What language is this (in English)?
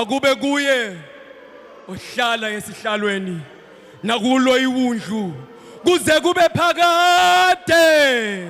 Zulu